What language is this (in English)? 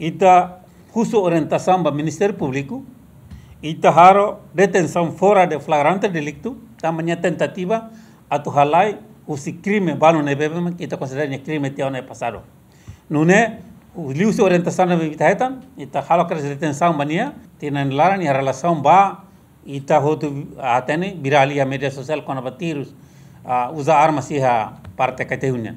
Tetum